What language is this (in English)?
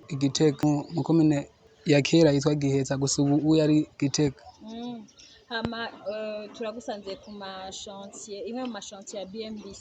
Rundi